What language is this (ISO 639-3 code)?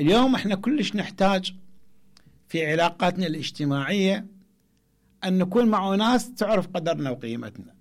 acm